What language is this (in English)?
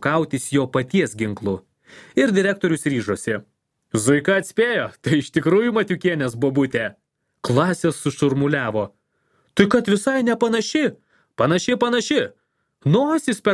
Lithuanian